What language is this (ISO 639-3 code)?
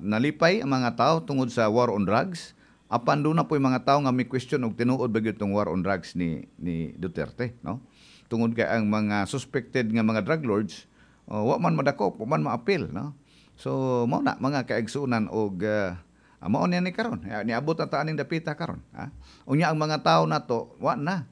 ceb